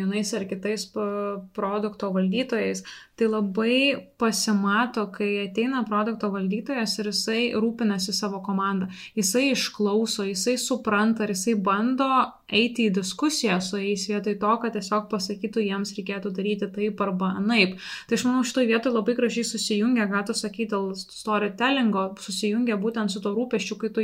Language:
Lithuanian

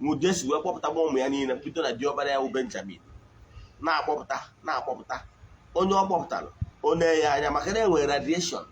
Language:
Igbo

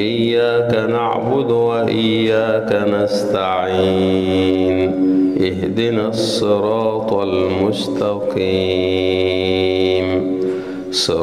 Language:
Arabic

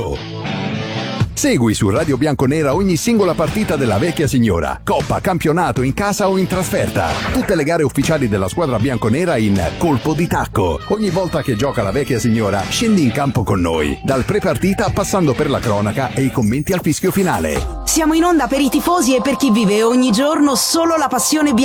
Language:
Italian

